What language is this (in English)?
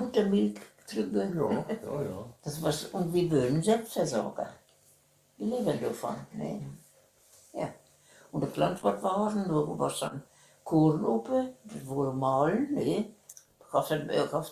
Westphalien